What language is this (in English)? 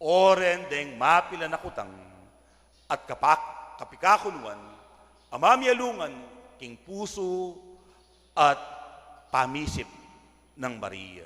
Pampanga